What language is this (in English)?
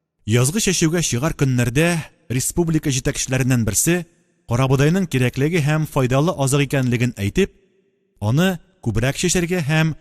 Tatar